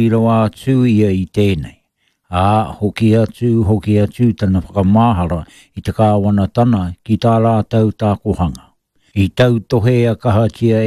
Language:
Māori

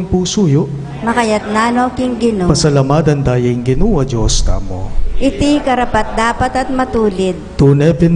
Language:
Pampanga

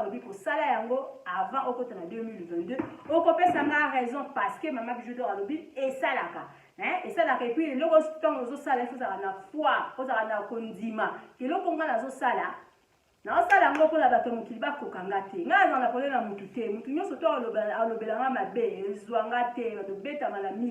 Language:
Lingala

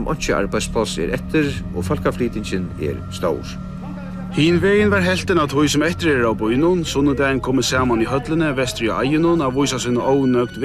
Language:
Faroese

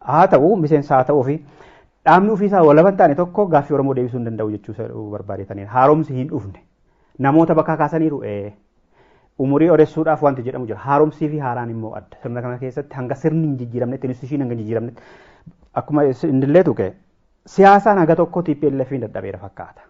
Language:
Oromo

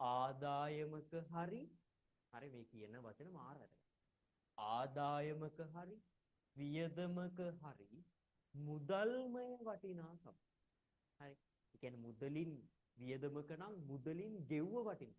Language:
Sinhala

